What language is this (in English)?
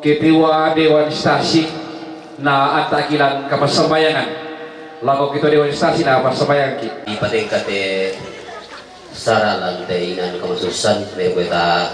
Toraja-Sa'dan